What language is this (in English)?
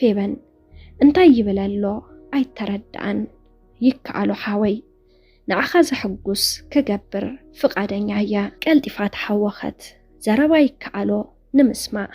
Tigrinya